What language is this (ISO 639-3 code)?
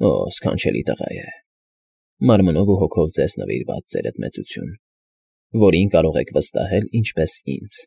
hye